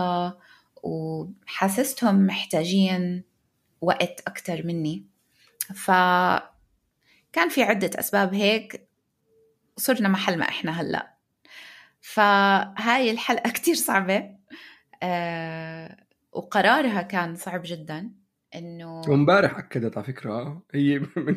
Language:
North Levantine Arabic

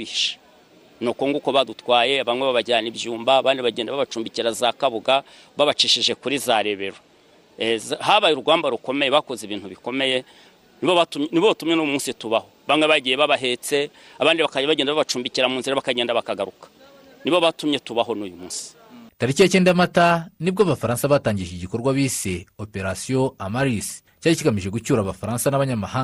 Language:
Kinyarwanda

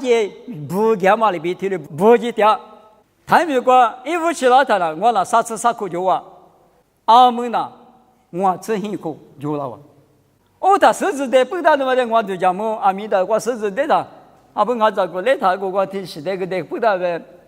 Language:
Lisu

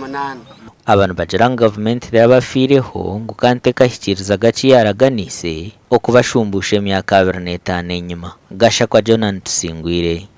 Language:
Nyankole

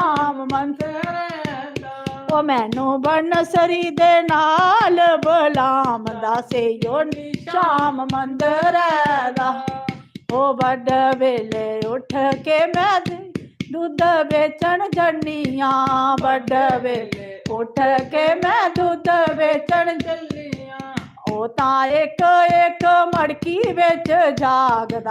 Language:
Dogri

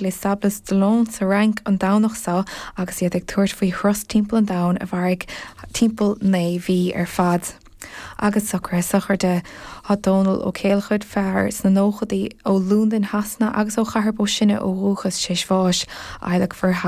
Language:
Irish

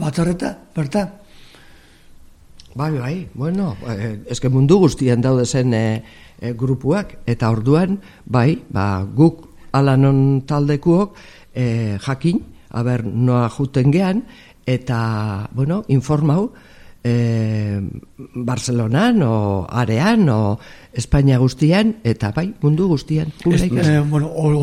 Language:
Basque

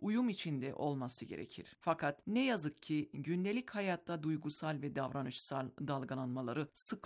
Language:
Turkish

